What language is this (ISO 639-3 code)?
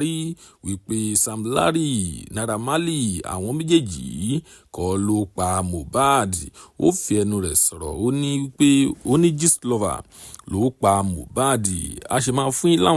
yor